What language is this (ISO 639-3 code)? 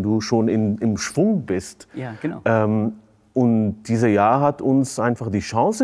deu